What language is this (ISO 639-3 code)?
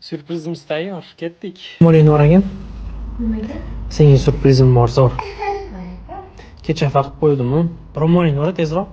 uzb